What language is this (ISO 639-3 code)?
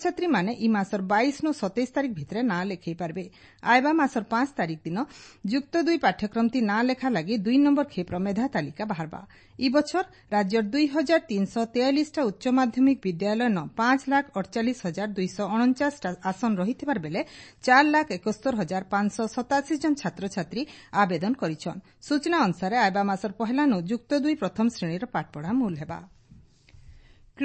ori